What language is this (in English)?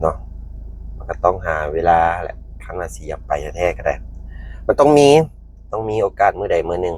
Lao